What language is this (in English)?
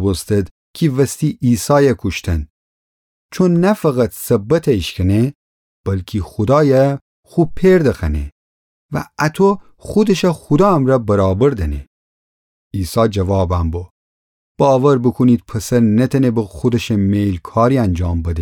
Gilaki